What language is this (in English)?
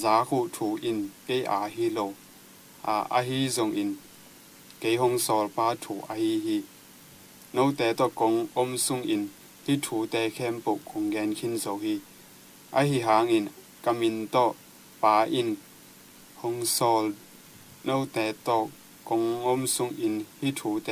Tedim Chin